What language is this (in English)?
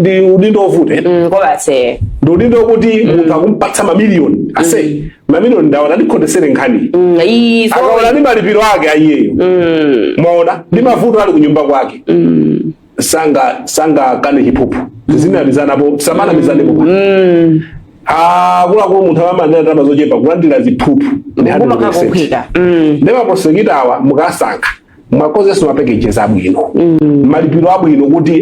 Nyanja